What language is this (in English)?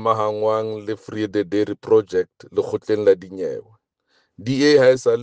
Southern Sotho